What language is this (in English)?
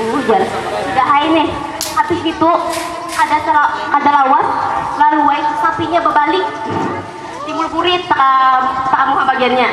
Banjar